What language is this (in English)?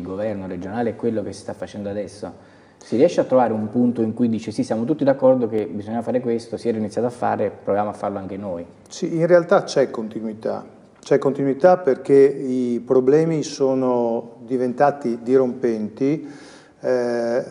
Italian